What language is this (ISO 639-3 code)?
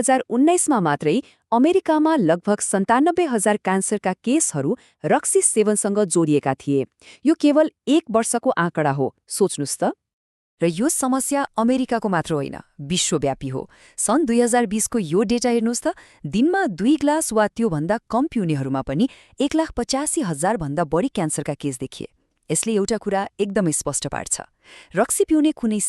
nep